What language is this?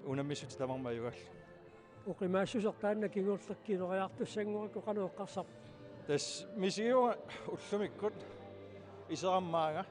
Kalaallisut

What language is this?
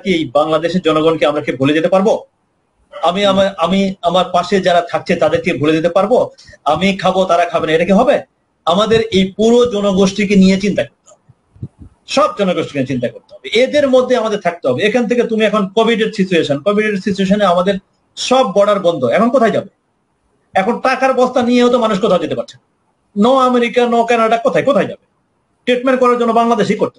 Bangla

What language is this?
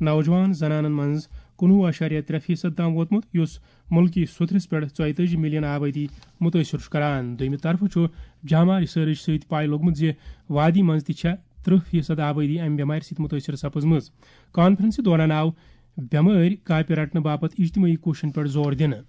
Kashmiri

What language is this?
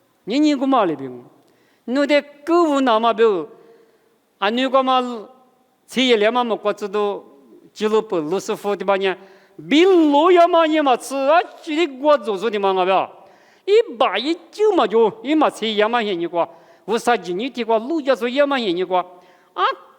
Lisu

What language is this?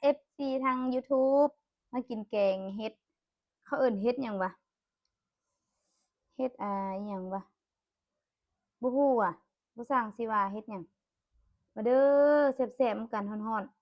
Lao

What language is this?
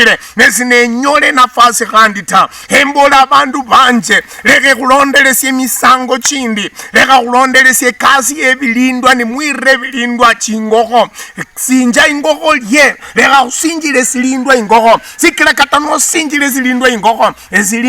Luyia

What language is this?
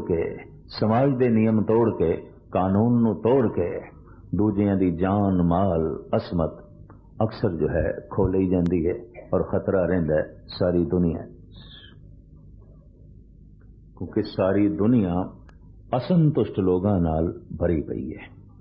Punjabi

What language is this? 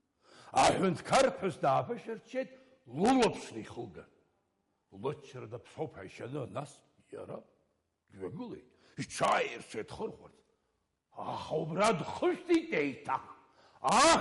Abkhazian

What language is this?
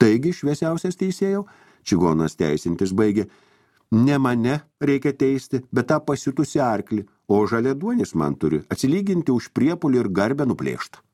Lithuanian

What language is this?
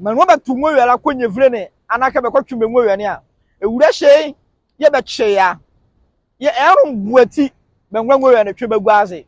Nzima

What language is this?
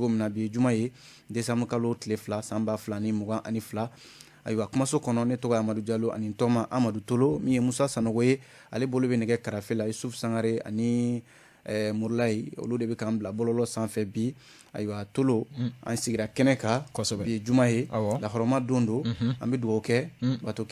Bambara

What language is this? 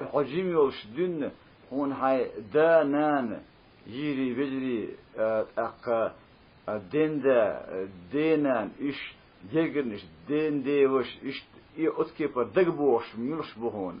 Chechen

